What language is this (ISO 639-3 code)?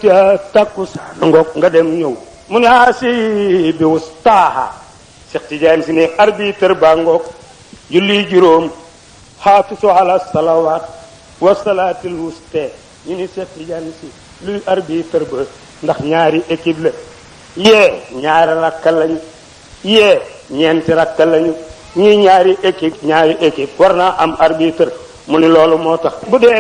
wol